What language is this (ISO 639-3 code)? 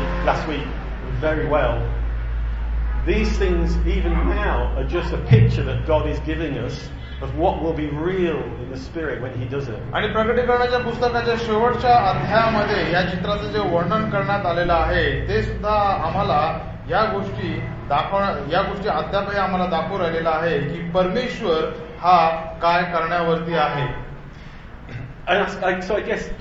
mar